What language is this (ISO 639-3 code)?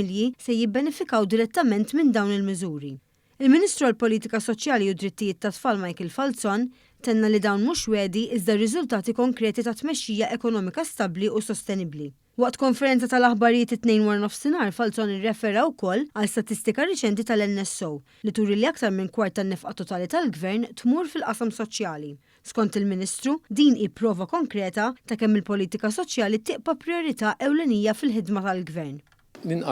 mlt